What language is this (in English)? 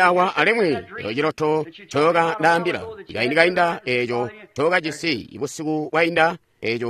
Tonga (Zambia)